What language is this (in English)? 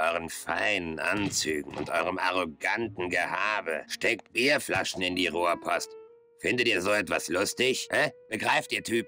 German